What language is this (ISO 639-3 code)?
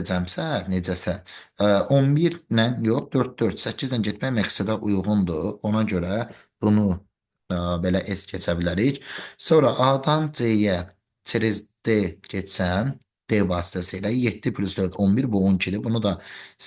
aze